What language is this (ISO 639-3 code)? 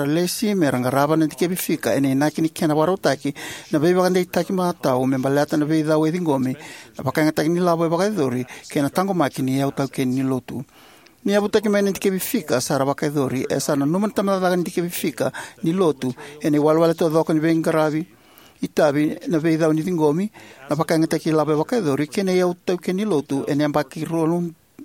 fij